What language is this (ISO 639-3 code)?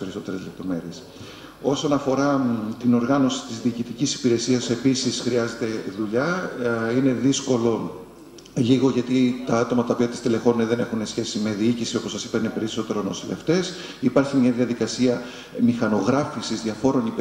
ell